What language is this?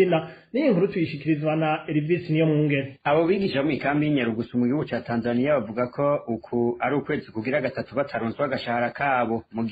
Rundi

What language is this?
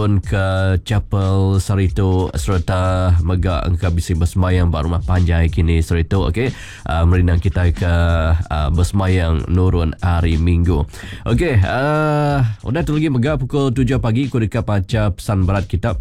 Iban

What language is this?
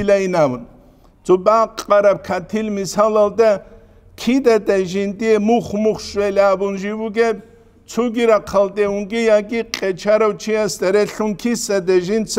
Avaric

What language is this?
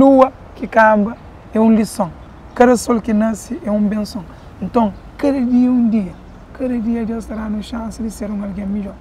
Kabuverdianu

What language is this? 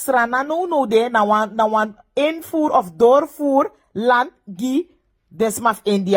Sranan Tongo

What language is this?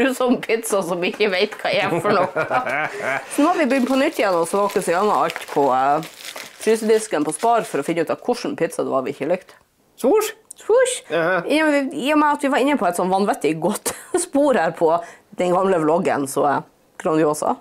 Norwegian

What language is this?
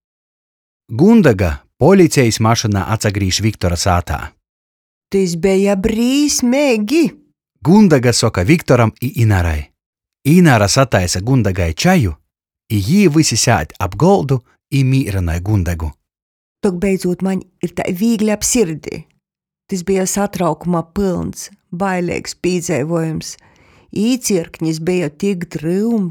Latgalian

